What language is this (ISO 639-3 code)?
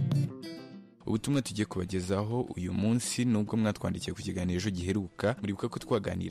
kin